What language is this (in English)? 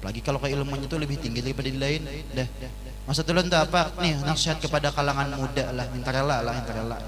Banjar